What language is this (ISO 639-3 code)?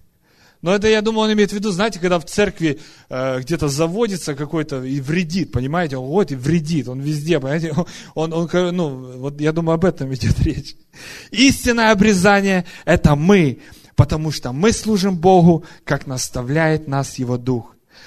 rus